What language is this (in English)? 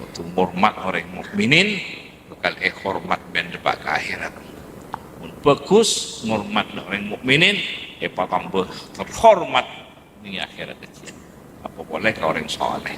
Madurese